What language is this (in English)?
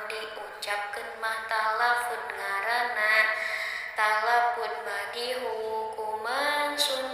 Sundanese